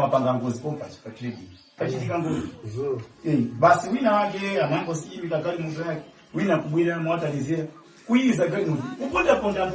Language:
Nyanja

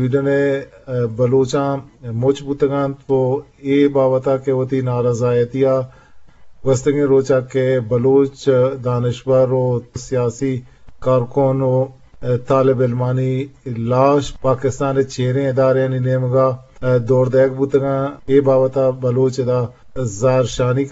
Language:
Eastern Balochi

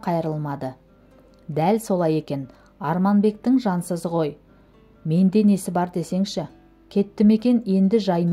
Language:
Kazakh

